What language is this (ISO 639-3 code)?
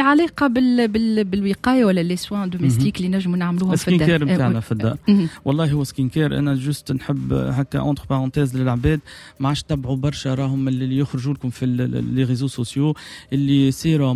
aeb